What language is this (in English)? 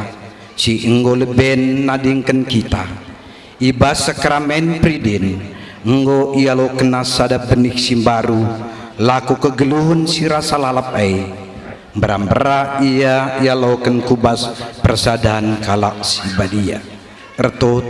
Batak Karo